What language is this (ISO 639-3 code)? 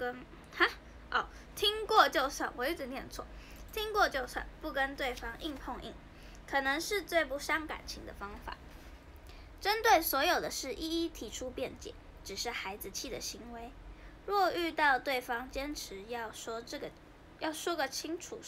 zho